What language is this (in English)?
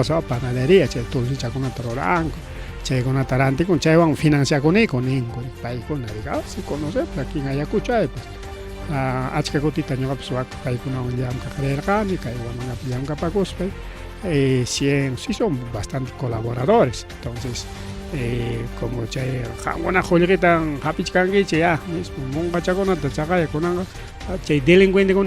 Ayacucho Quechua